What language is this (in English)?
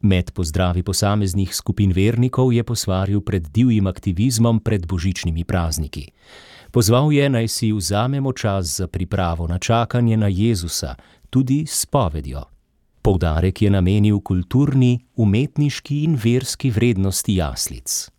Slovenian